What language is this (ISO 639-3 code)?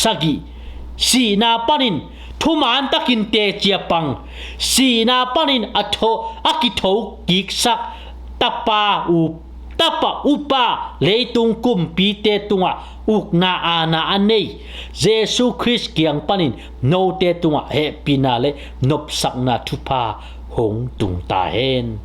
ctd